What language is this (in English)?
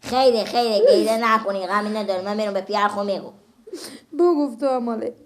Persian